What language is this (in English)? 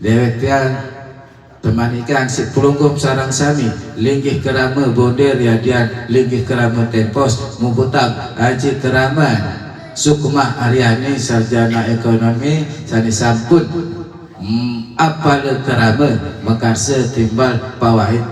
Sasak